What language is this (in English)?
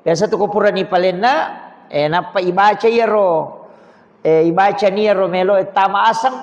Buginese